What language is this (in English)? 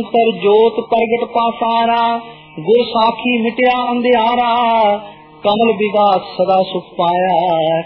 Punjabi